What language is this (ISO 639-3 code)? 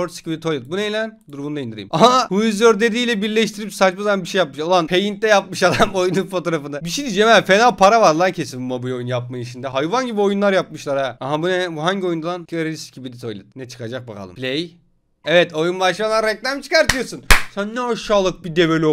tur